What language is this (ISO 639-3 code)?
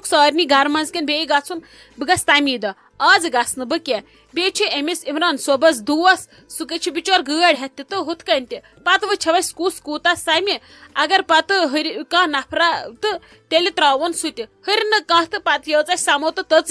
kas